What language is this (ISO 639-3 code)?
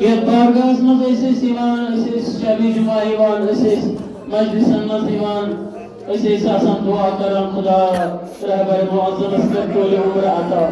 kas